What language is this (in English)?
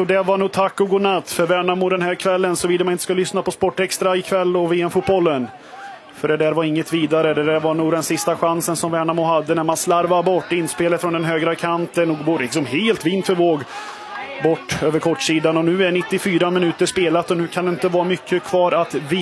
Swedish